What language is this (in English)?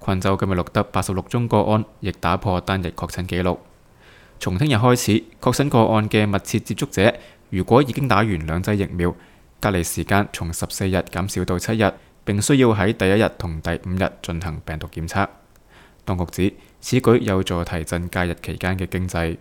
Cantonese